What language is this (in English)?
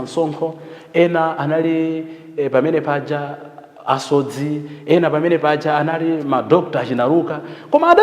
Nyanja